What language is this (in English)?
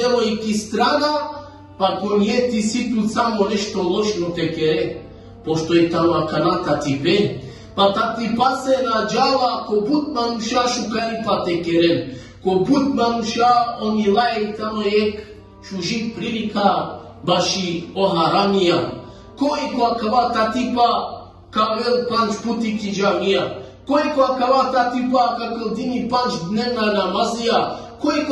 Balkan Romani